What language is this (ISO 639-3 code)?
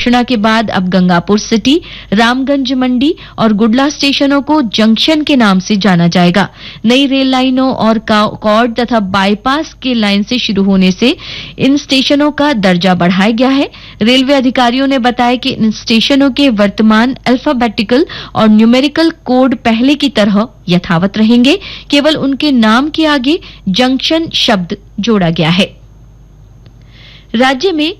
hin